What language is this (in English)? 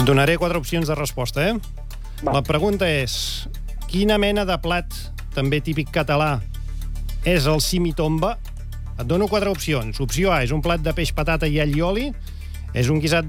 Catalan